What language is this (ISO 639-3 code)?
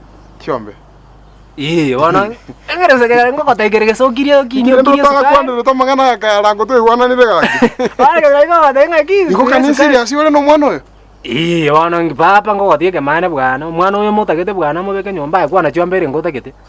guz